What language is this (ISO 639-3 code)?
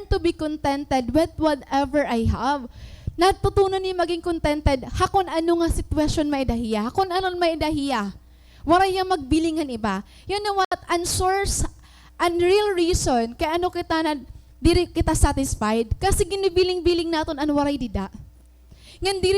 war